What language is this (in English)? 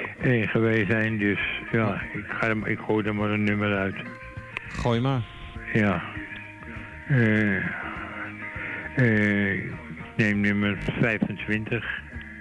Dutch